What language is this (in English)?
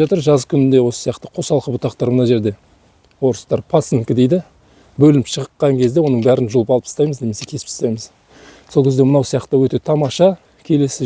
Kazakh